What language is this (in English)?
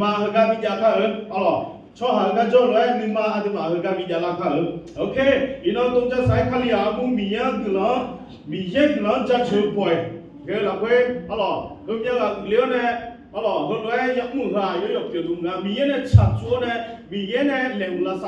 Akha